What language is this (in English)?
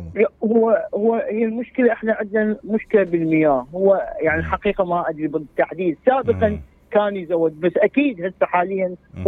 Mesopotamian Arabic